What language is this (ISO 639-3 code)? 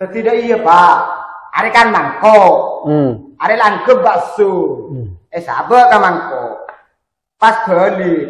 mad